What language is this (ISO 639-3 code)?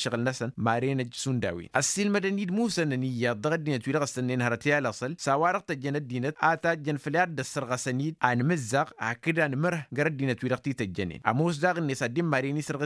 taq